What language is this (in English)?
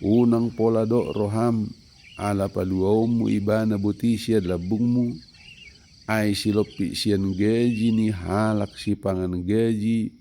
Batak Toba